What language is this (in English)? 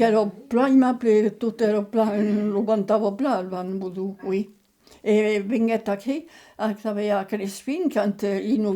Occitan